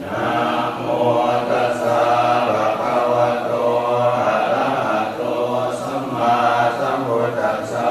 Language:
Pali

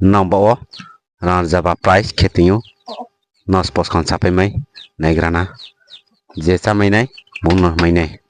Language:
Riang (India)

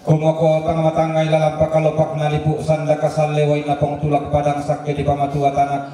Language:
Toraja-Sa'dan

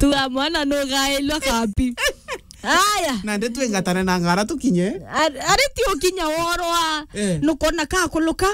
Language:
Meru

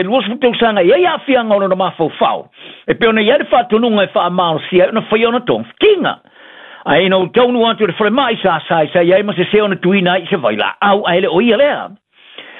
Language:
Samoan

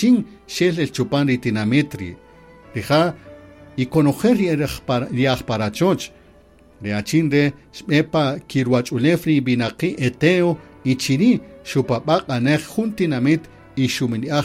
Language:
Kaqchikel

